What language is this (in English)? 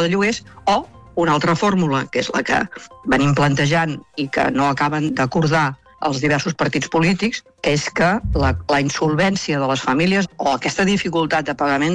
Catalan